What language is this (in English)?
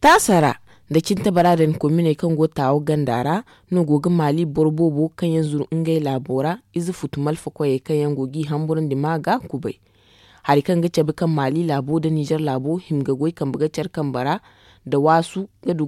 Zarma